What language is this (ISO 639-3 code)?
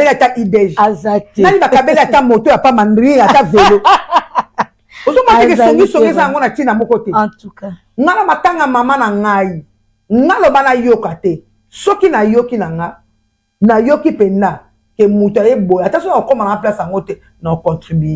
lin